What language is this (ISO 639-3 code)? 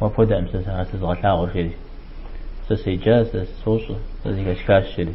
kbd